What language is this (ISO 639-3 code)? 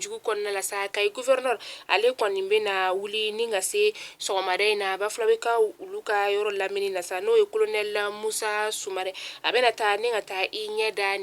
bam